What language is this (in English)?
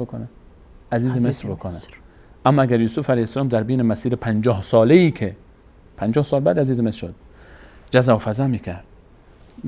Persian